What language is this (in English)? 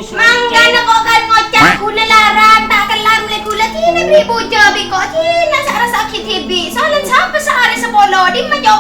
Madurese